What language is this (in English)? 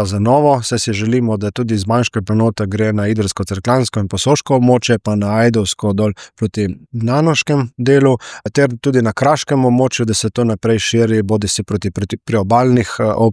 Slovenian